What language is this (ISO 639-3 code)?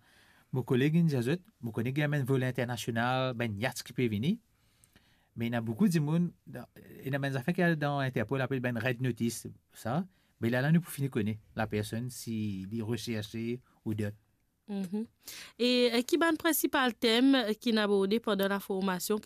mfe